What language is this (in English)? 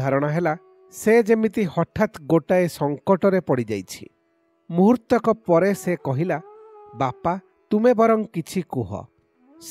Odia